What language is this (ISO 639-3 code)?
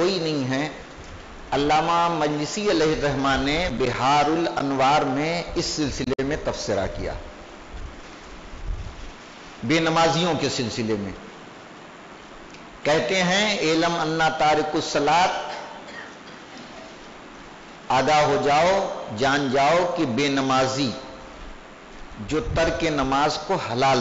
urd